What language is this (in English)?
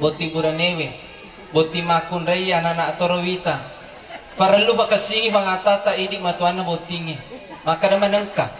Buginese